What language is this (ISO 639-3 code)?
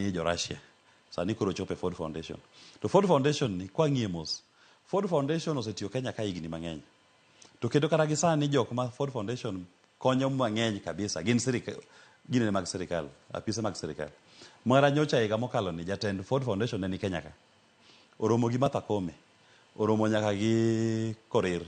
luo